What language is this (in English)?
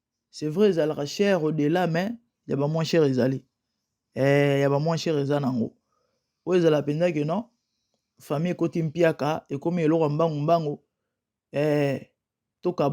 Lingala